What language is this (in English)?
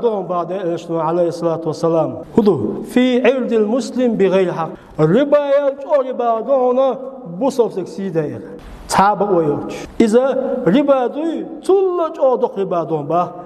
Chechen